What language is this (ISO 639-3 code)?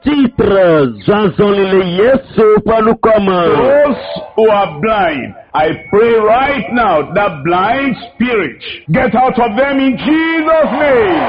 ewe